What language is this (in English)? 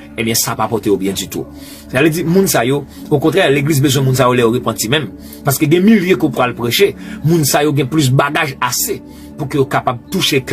Haitian Creole